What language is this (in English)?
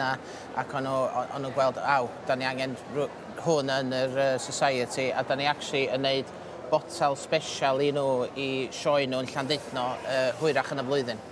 Welsh